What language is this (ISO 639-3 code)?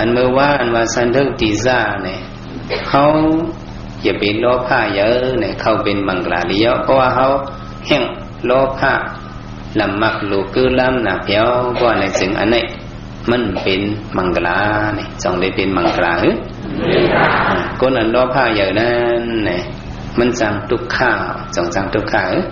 shn